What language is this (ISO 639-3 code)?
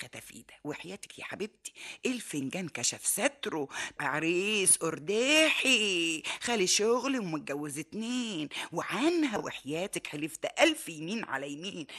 arz